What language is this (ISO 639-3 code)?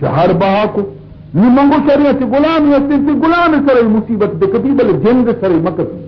bal